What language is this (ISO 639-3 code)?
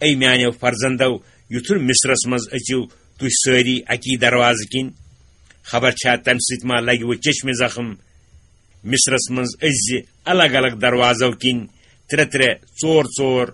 kas